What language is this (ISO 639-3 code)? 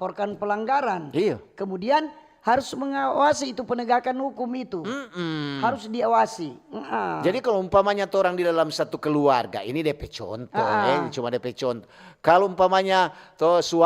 xmm